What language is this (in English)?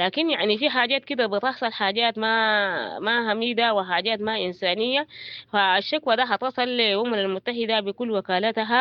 Sudanese Arabic